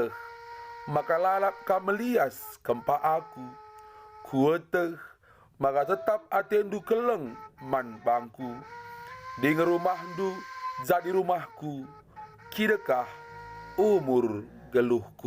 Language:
Batak Karo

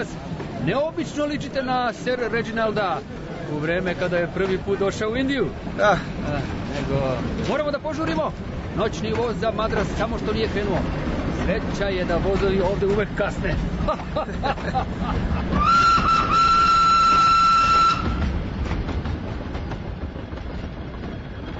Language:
Serbian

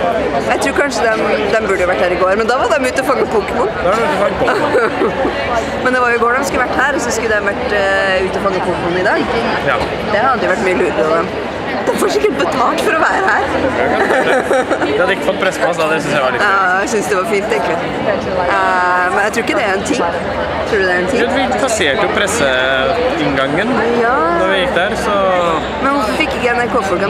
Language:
Norwegian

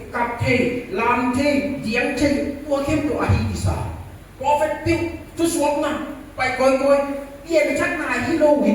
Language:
Tedim Chin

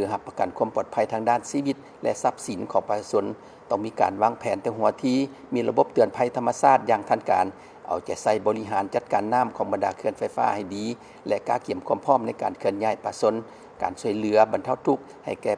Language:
Lao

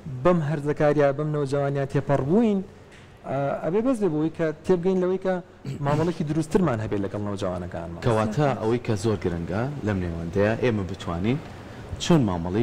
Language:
Central Kurdish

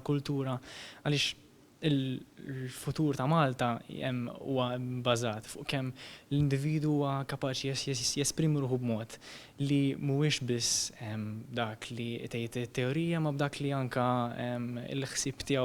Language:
Maltese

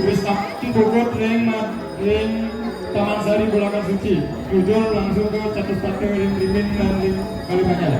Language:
Balinese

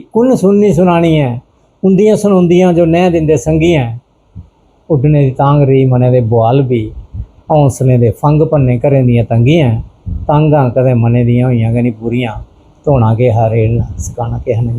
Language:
Dogri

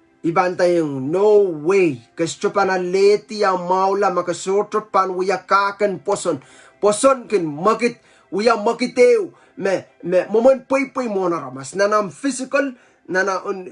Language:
Pohnpeian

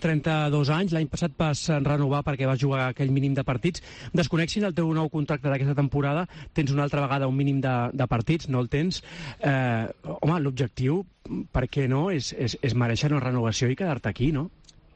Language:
Catalan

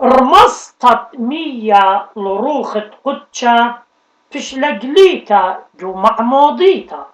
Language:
Assyrian Neo-Aramaic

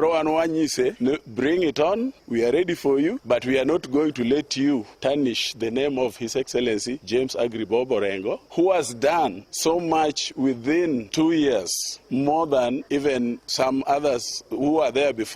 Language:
Luo (Kenya and Tanzania)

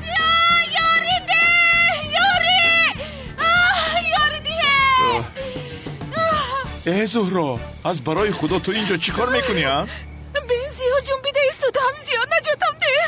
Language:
Tajik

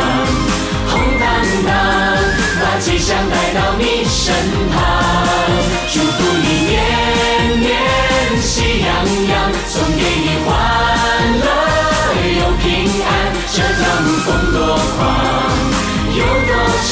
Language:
Chinese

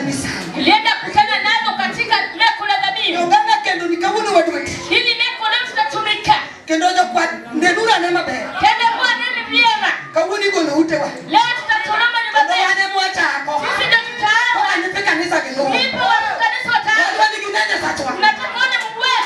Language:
Luo (Kenya and Tanzania)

